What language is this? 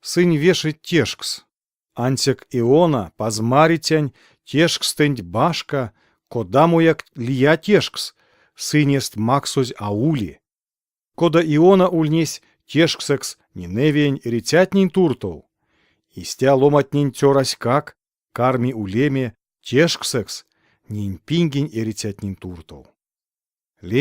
Erzya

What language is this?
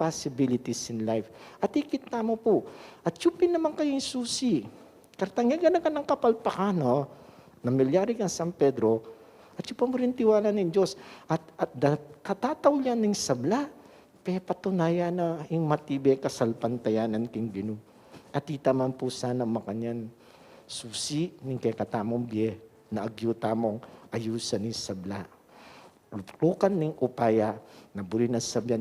Pampanga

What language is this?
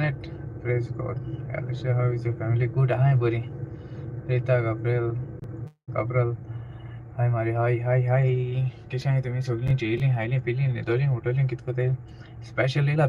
Konkani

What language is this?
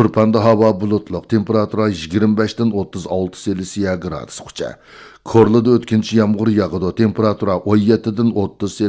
Uyghur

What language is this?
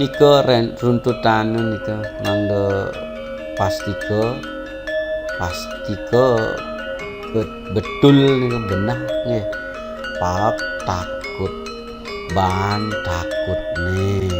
Balinese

